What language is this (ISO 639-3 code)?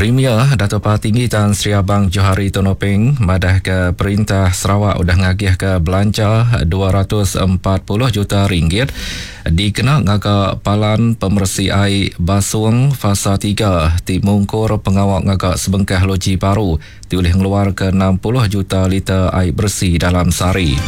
iba